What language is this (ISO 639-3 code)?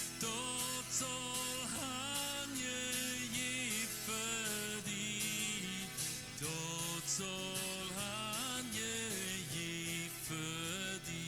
pdt